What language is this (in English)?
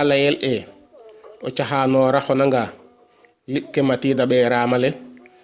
Serer